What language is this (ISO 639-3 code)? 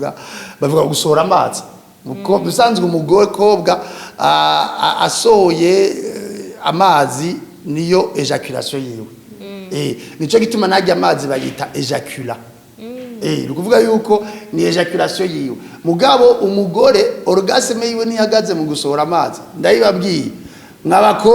run